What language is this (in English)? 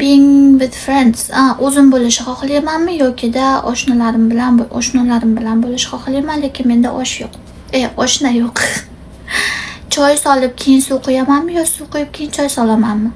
Uzbek